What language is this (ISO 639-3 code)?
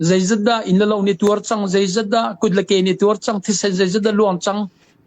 cfm